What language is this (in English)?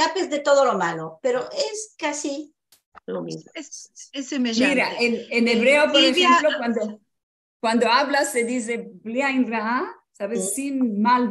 Ladino